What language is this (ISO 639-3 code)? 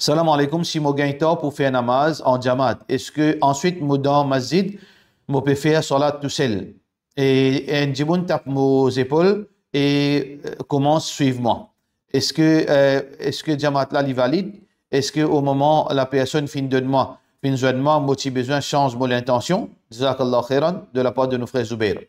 mfe